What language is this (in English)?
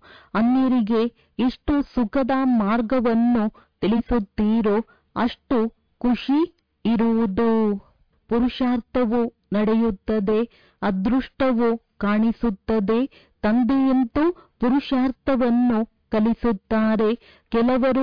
Kannada